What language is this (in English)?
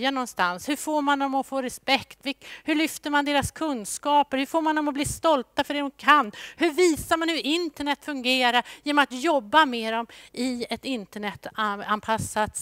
Swedish